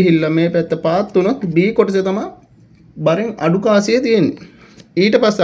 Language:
Sinhala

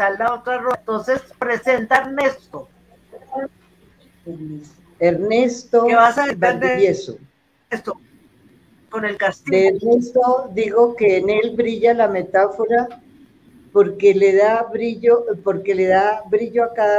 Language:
Spanish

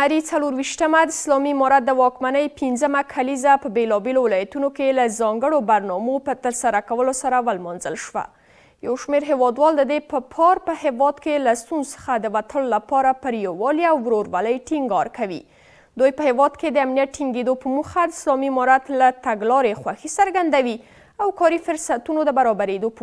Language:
Pashto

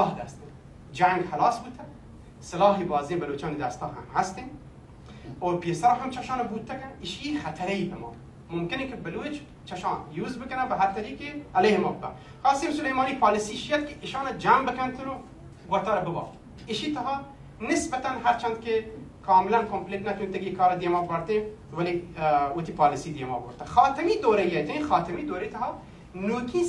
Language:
Baluchi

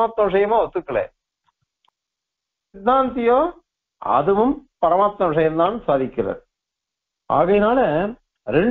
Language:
Tamil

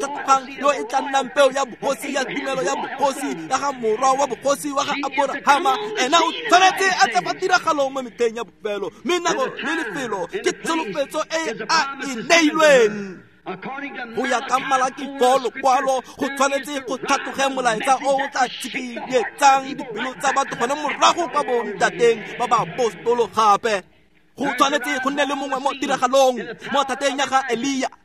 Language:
Tswana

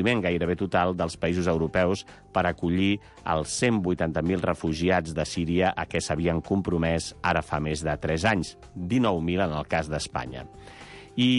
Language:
Catalan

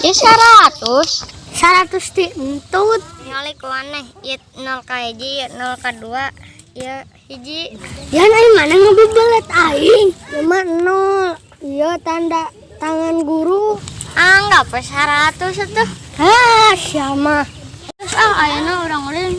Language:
Sundanese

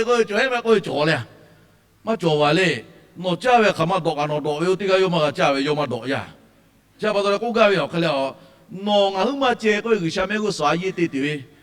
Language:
Lahu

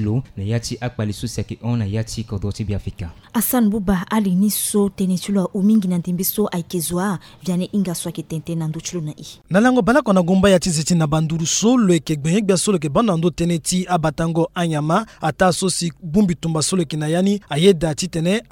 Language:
Sango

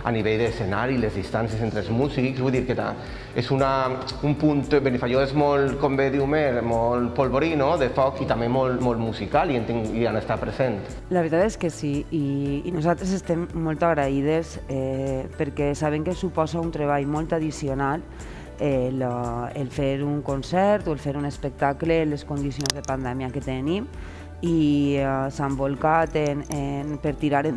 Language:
Catalan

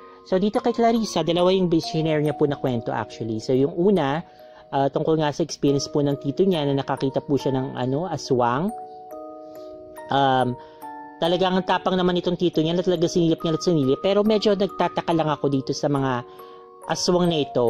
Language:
Filipino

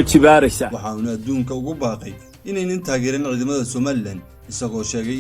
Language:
Somali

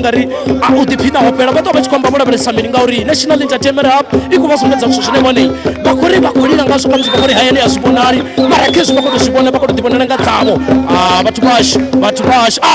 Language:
Venda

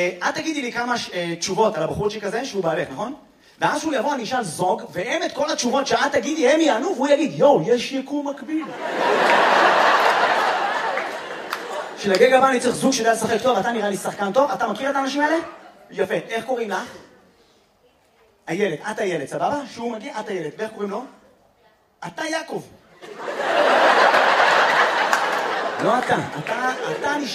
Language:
Hebrew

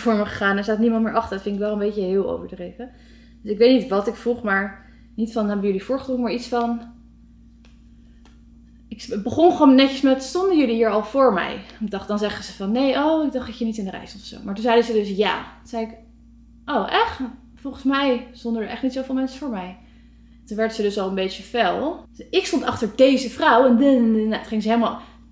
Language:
Dutch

